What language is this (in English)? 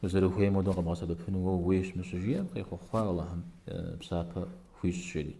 Kabardian